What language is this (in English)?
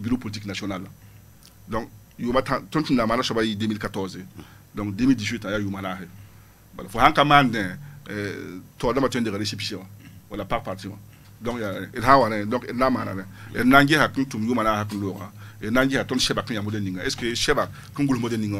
Mossi